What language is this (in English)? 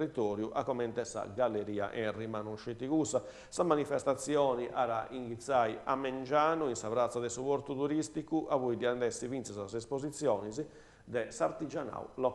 Sardinian